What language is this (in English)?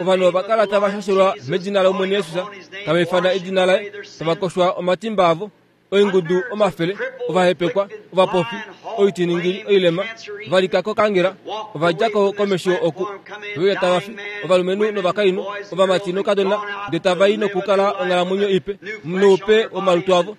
Kuanyama